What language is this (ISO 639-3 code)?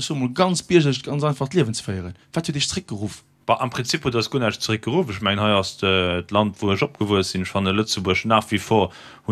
ltz